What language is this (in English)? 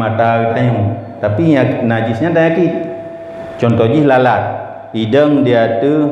Achinese